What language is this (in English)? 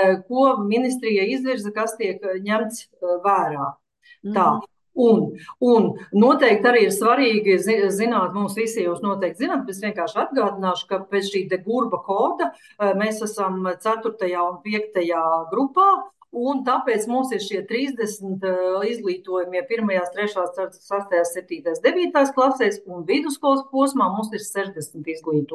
Latvian